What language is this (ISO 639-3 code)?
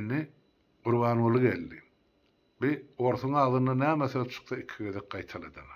tuk